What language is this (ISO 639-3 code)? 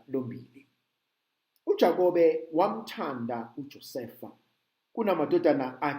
zul